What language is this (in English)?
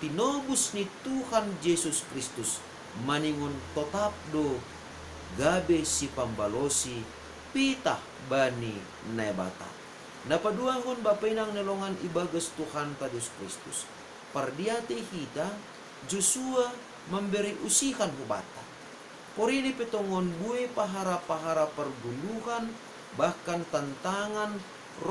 Batak Simalungun